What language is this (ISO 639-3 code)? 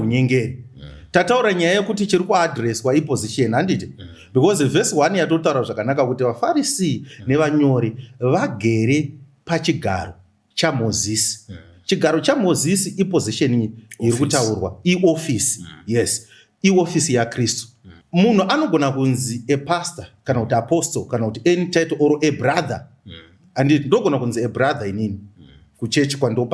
sna